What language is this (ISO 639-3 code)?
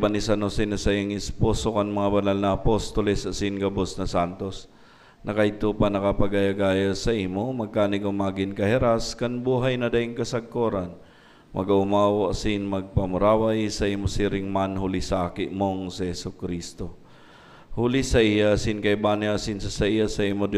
bik